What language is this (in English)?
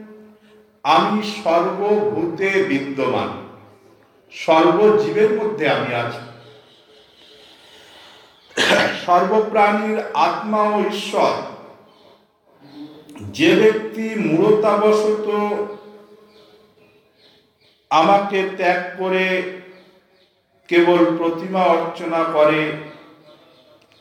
Bangla